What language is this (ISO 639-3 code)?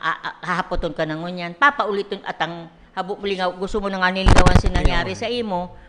bik